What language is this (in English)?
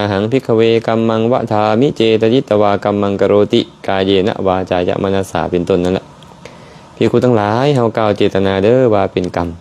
Lao